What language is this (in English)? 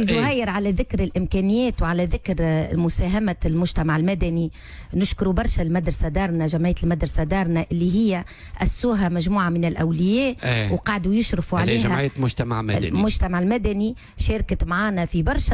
Tunisian Arabic